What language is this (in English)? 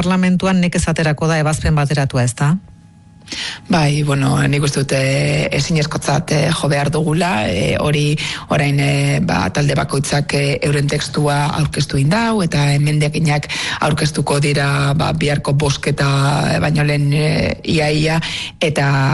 Basque